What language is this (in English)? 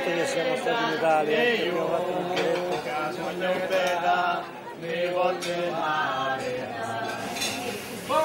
Italian